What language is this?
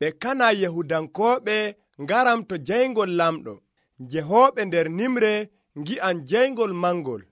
Nigerian Fulfulde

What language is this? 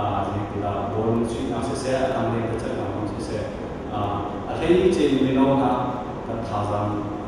Hakha Chin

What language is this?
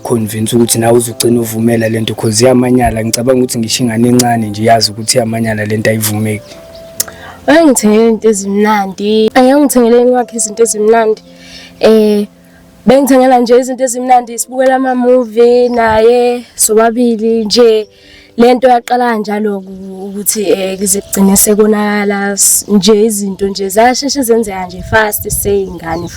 Zulu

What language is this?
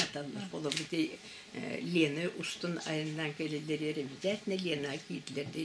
Yakut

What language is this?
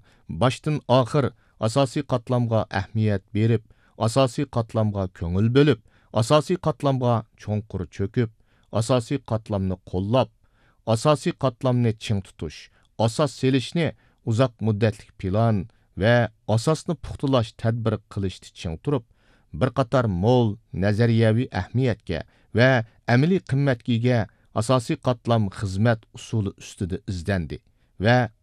Uyghur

